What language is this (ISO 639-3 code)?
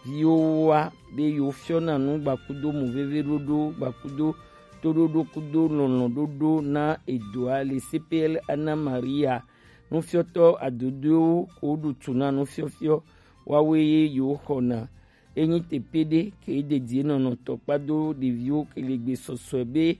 gej